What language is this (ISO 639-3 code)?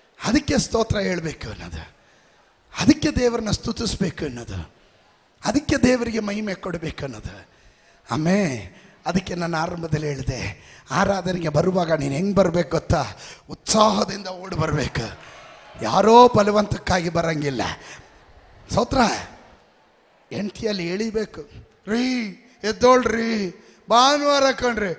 kan